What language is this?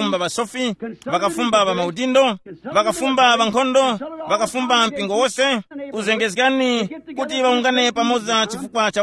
Tumbuka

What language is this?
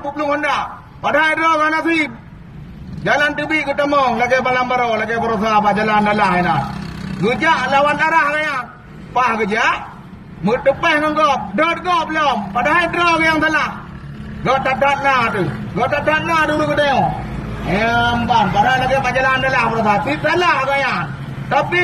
Achinese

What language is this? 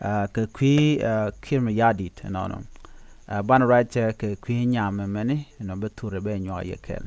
Nuer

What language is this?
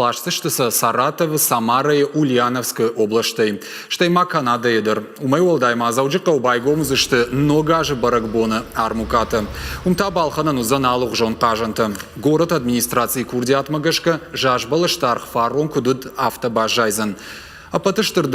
Ossetic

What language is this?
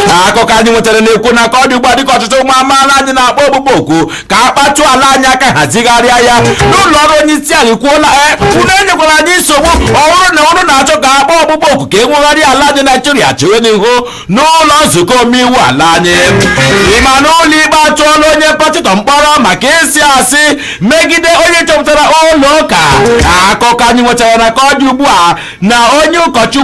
Igbo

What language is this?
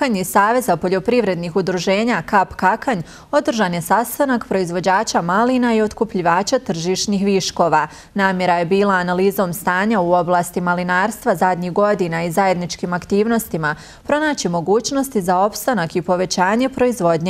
Bosnian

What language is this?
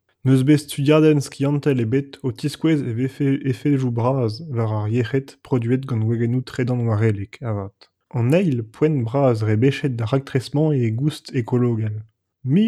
Breton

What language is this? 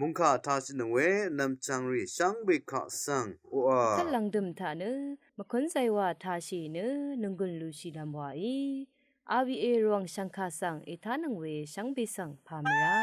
Rawang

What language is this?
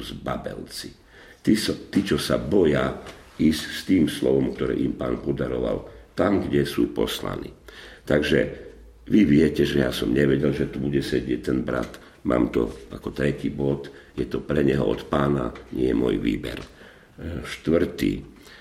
Slovak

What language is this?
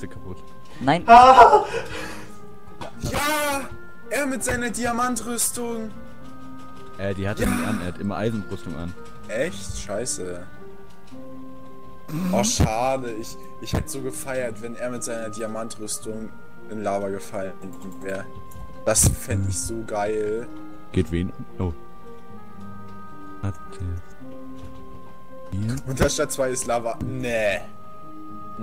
German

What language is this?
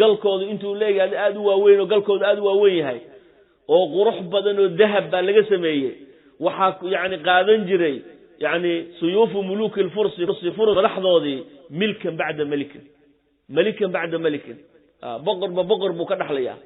Somali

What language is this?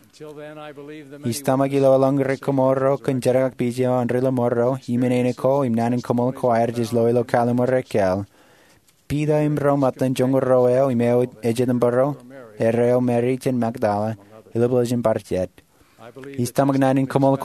Marshallese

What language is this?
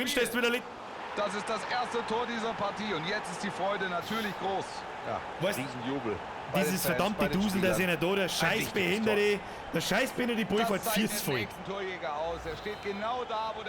Bavarian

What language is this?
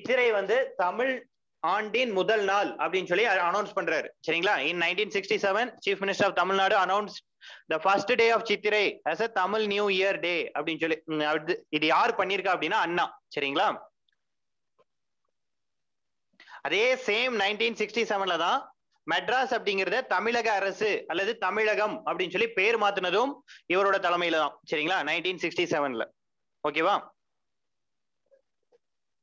Tamil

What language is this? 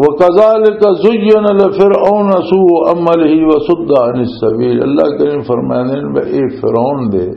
Western Panjabi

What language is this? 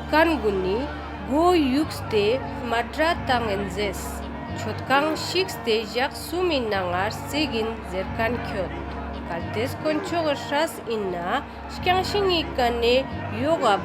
Ladakhi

